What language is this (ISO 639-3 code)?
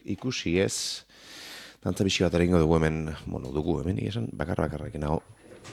eus